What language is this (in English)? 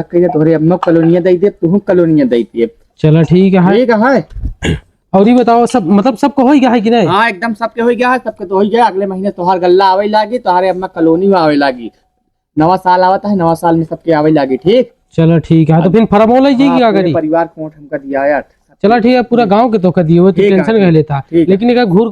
Awadhi